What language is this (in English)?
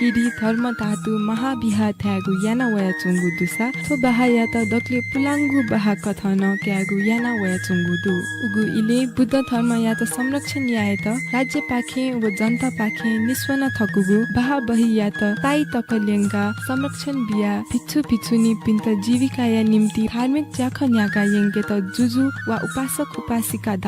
Newari